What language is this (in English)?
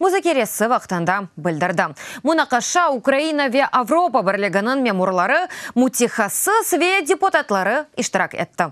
Crimean Tatar